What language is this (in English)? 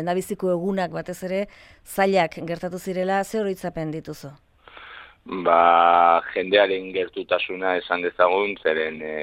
Basque